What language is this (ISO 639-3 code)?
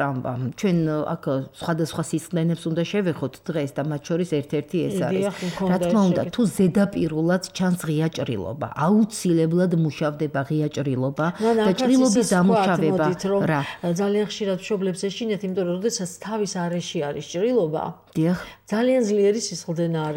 kat